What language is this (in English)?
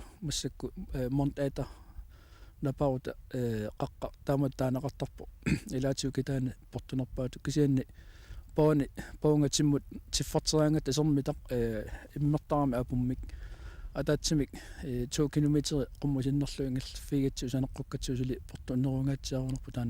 Kalaallisut